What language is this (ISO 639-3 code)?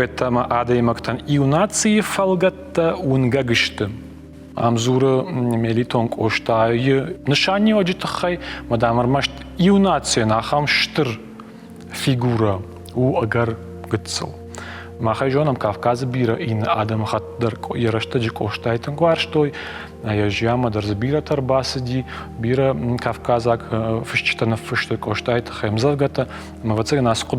oss